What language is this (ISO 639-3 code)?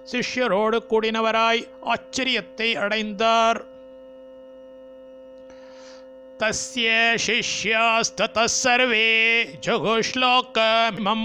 tam